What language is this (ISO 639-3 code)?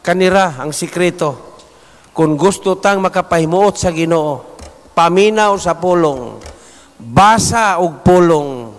ceb